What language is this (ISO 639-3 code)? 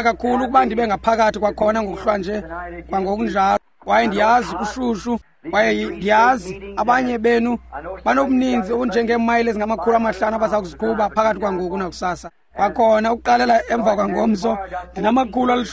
xho